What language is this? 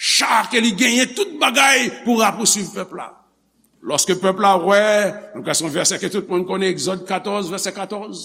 Haitian Creole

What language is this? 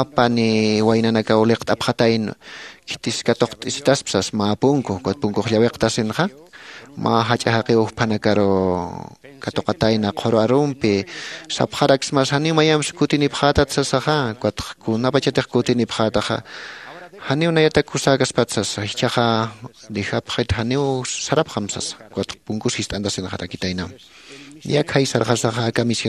Aymara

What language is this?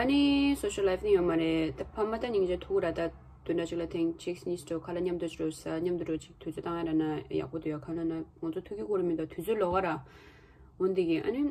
Tibetan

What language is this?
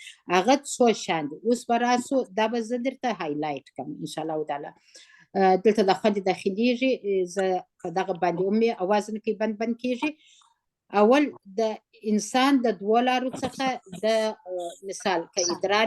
Pashto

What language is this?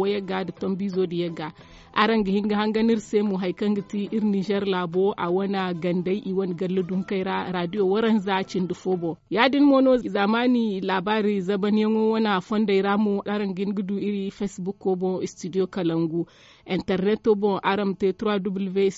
Zarma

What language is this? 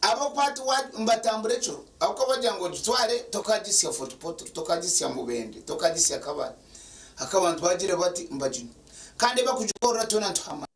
Nyankole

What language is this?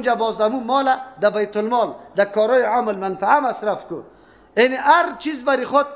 Persian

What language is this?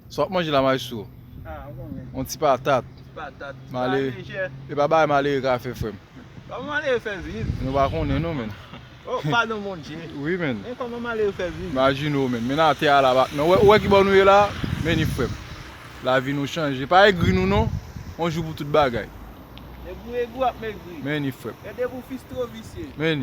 Haitian Creole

